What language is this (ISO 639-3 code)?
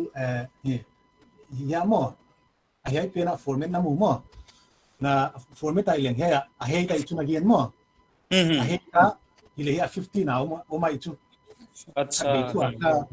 pck